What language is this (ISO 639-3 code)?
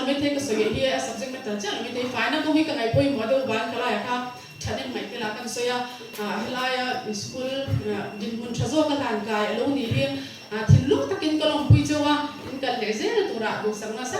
lus